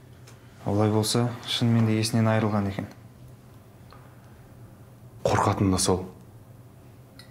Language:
Kazakh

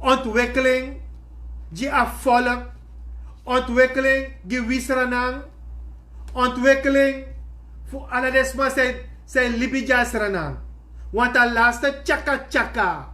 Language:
Sranan Tongo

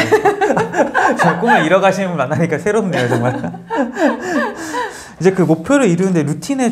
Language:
Korean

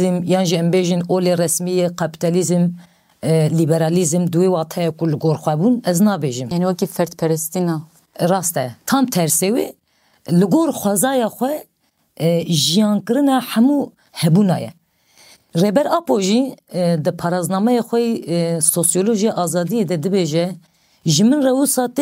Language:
Kurdish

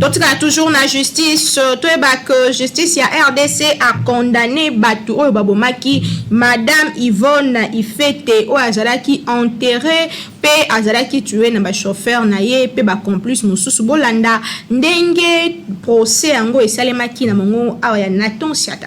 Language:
Lingala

